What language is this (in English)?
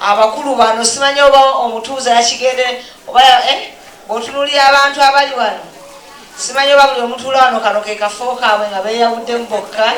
Ganda